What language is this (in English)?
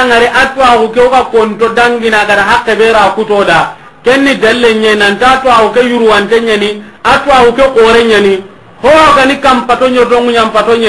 Soninke